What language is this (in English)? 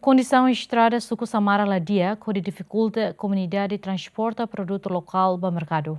Tetum